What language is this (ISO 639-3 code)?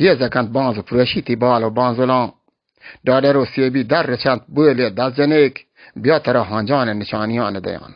bal